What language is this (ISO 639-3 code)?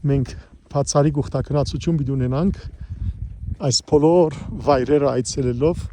hyw